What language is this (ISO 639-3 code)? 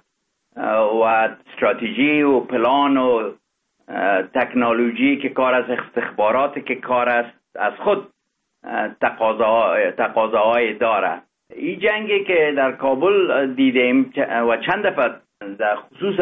fas